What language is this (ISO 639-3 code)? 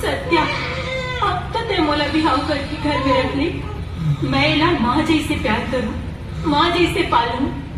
hne